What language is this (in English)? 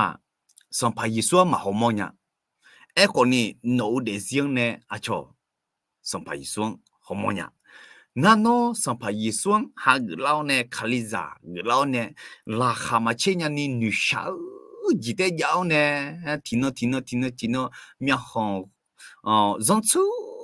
Akha